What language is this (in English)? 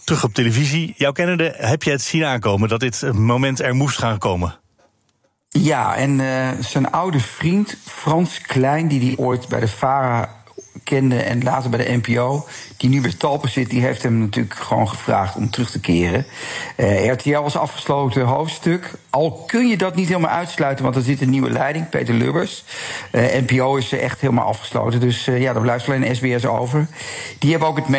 Dutch